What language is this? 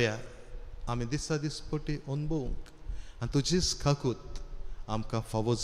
Konkani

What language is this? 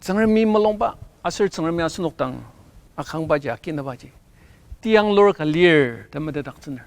Ao Naga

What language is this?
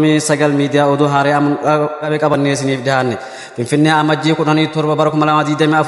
Oromo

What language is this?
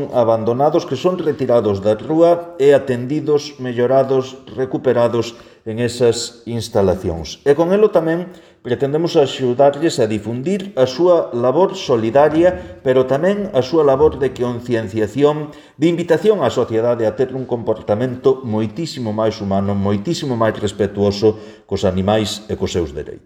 Galician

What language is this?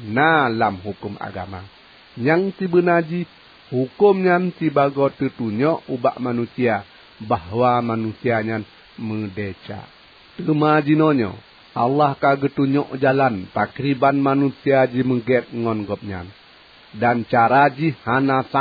Achinese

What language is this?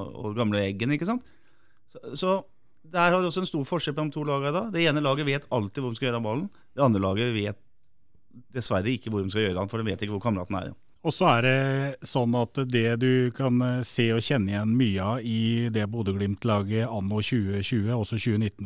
Norwegian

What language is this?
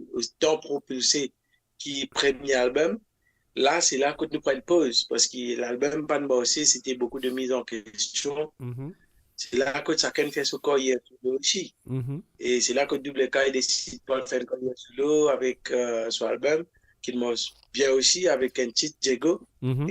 Morisyen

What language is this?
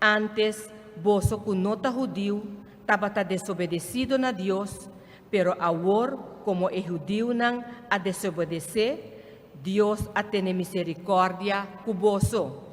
Papiamento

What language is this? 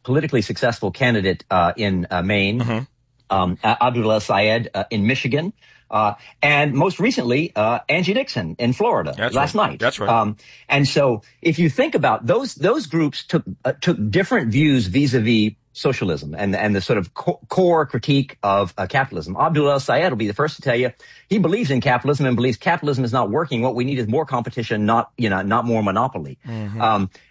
English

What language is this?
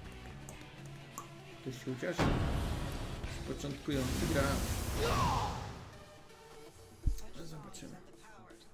Polish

